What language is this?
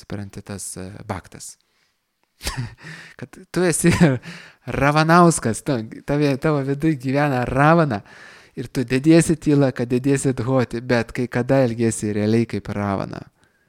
Lithuanian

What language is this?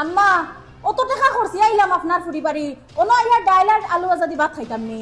Sylheti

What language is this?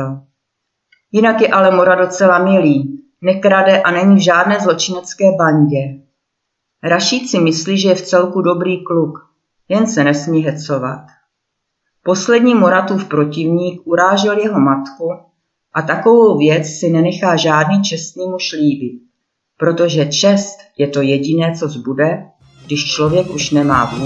Czech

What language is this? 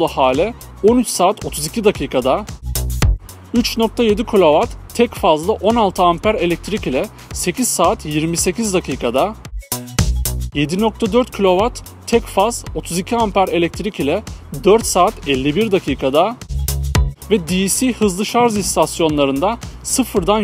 Turkish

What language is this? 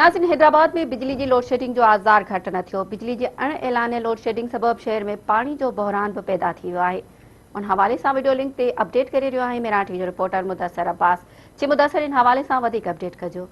Sindhi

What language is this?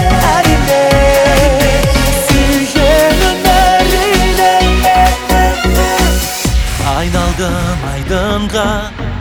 Kazakh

